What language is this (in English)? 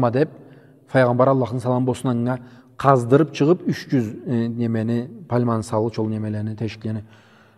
Karachay-Balkar